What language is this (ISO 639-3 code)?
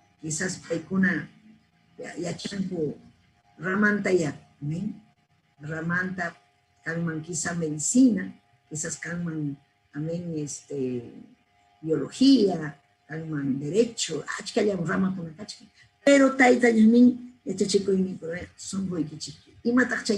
quy